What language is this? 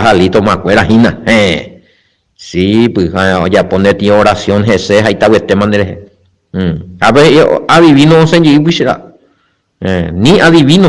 Guarani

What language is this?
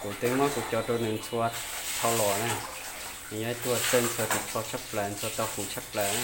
Hmong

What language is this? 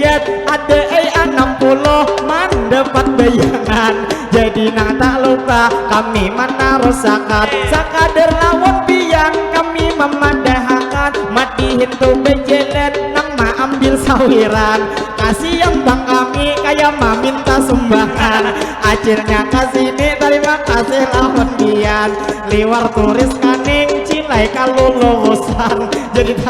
Banjar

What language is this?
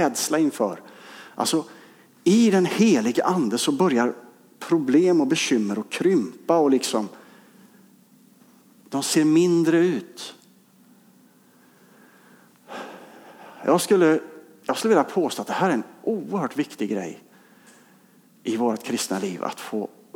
Swedish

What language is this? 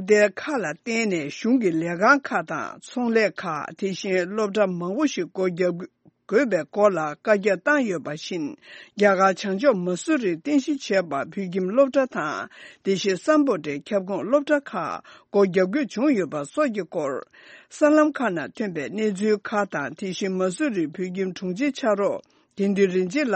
Tibetan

